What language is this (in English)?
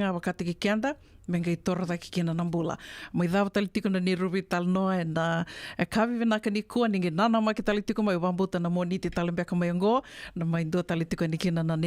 Fijian